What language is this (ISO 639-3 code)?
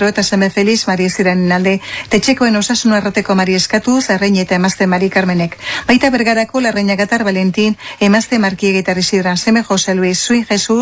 eus